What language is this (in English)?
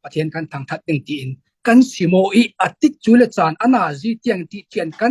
Falam Chin